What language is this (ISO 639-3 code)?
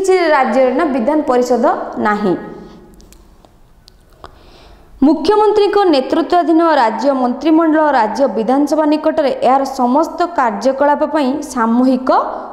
ori